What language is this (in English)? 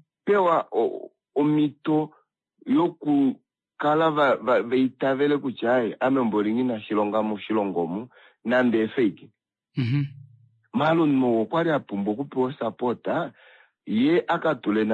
Kuanyama